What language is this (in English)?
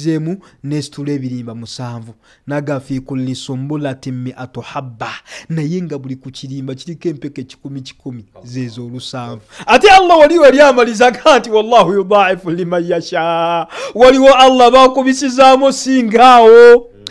Ganda